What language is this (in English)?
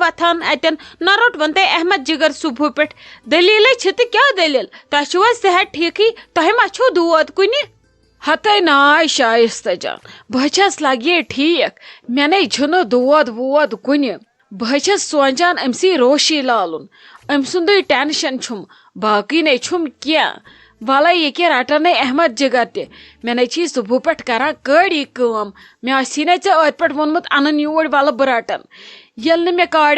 Kashmiri